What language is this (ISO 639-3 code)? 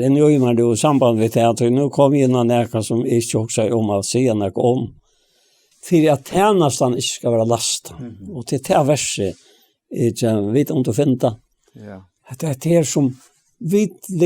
fao